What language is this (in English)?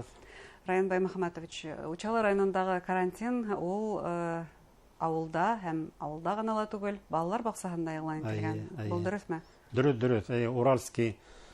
Bashkir